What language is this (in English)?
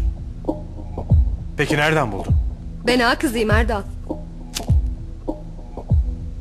Turkish